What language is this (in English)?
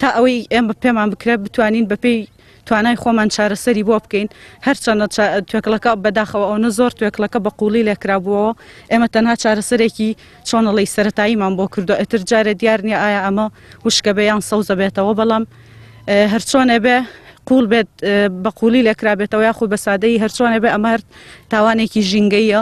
Central Kurdish